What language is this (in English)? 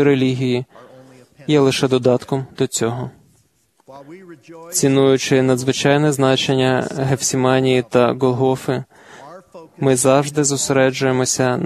Ukrainian